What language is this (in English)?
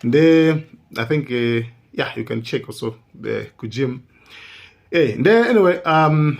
Nyanja